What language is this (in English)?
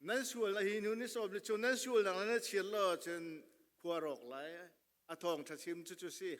Hakha Chin